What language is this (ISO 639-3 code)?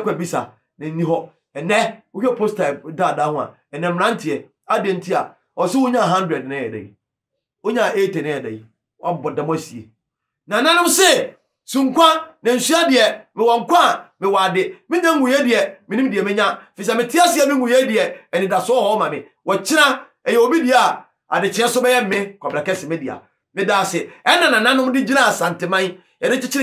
aka